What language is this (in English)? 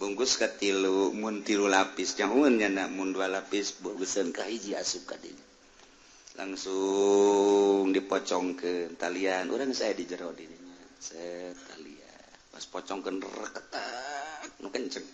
Sundanese